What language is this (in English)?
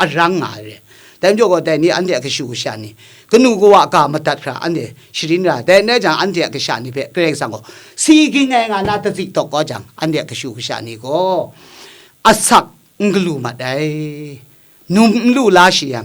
Kachin